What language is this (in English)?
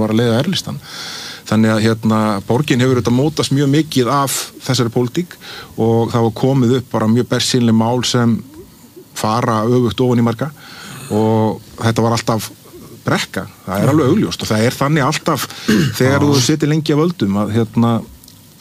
Icelandic